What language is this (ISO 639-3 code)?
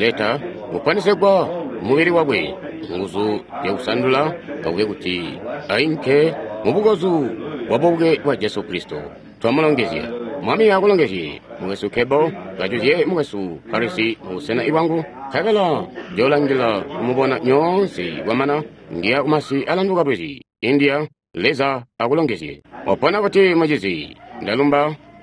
toi